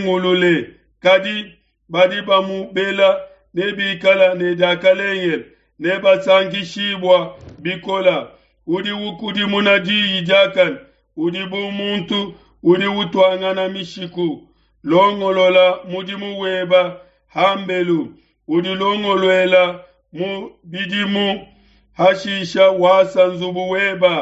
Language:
Luba-Lulua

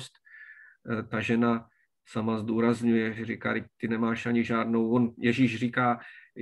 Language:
Czech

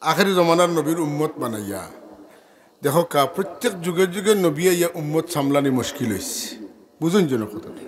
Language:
Sylheti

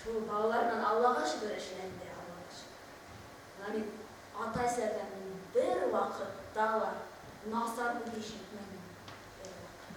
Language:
Bashkir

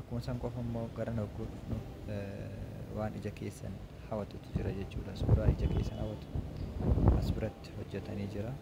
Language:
Oromo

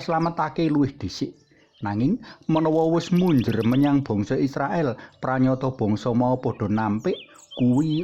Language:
Javanese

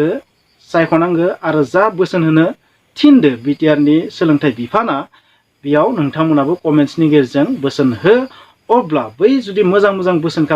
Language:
Bodo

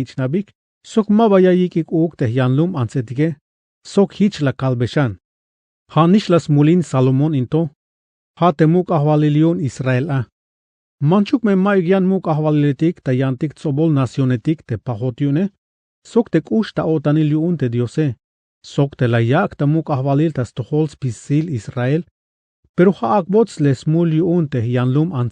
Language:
Tzeltal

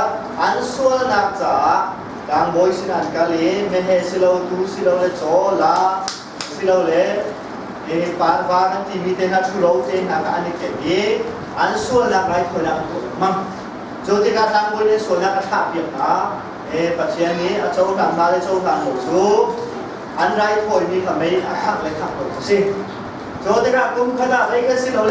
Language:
Hakha Chin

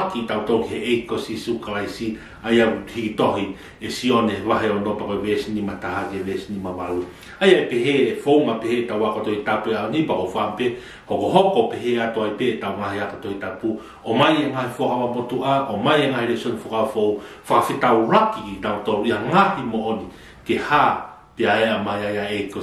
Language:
Tongan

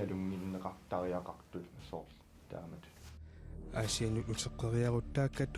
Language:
Kalaallisut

